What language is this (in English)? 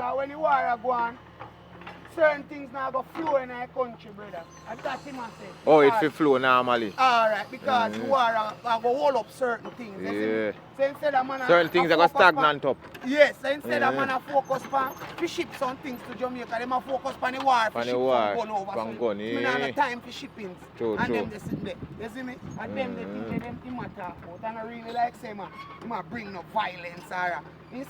Jamaican Creole English